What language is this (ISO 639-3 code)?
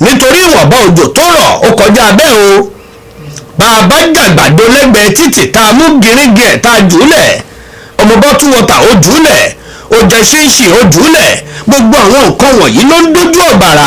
yor